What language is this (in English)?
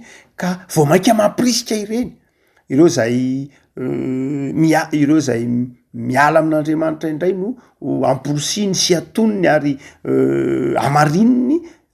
Malagasy